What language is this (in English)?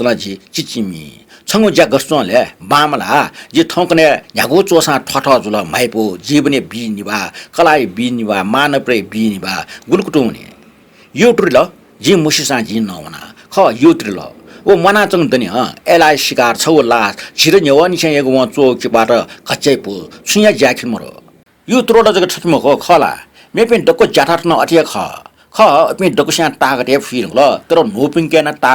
Newari